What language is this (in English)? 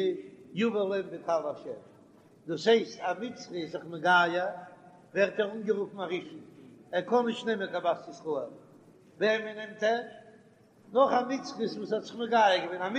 Yiddish